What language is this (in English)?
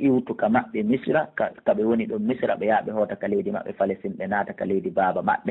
Pular